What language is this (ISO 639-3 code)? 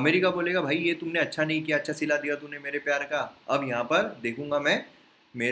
hin